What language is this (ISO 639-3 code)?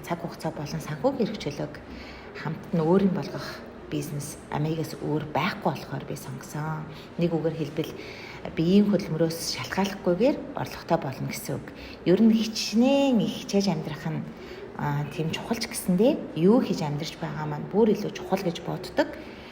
mon